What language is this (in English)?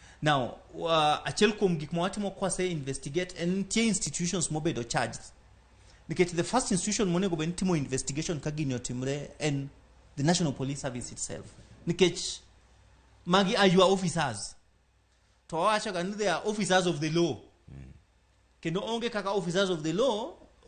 Luo (Kenya and Tanzania)